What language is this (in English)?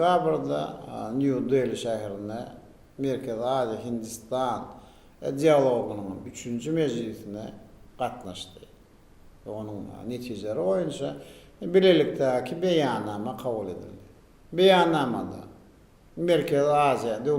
Turkmen